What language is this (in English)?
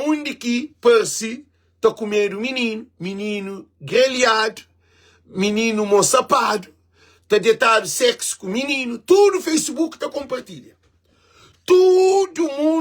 Kabuverdianu